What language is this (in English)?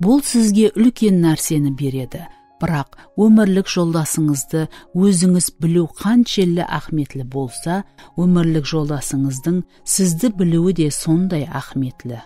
Kara-Kalpak